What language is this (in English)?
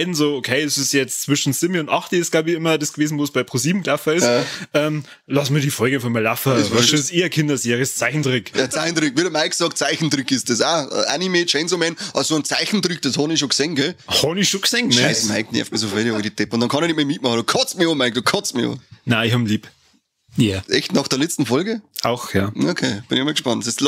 Bavarian